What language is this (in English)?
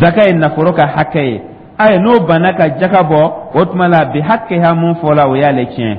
Dyula